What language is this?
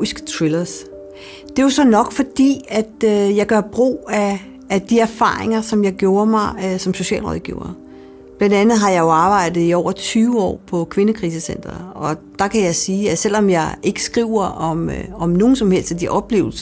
Danish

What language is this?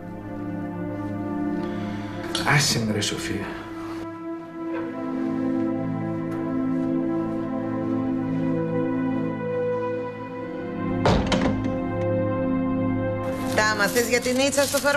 Greek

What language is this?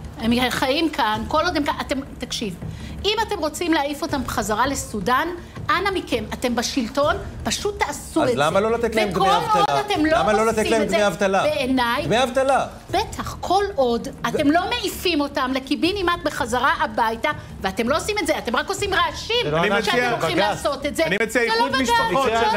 Hebrew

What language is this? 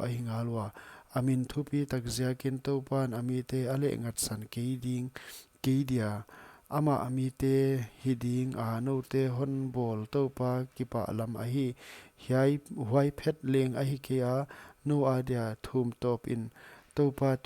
Paite Chin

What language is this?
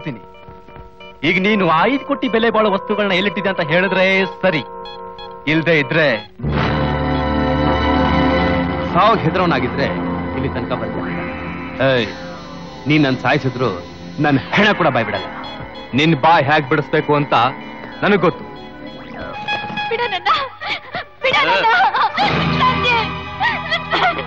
Kannada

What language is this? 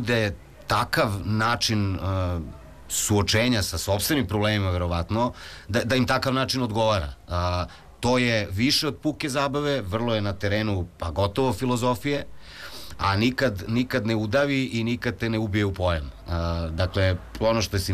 Serbian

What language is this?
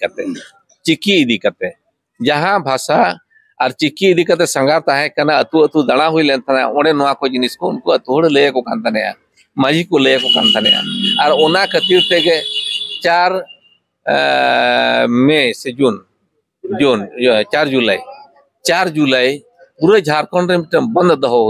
Santali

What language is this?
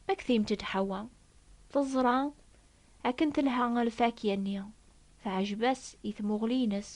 Kabyle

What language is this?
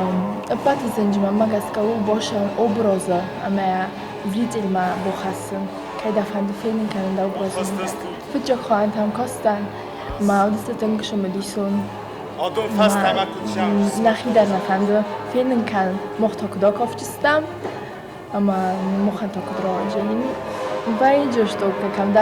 Ossetic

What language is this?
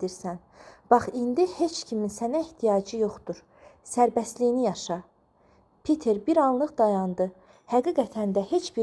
Azerbaijani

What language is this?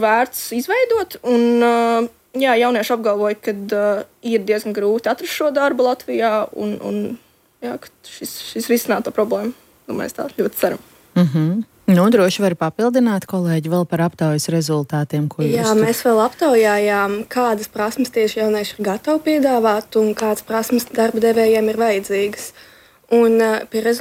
Latvian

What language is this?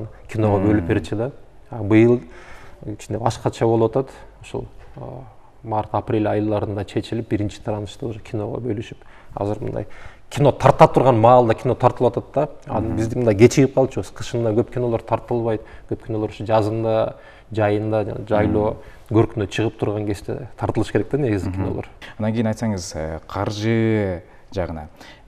Kyrgyz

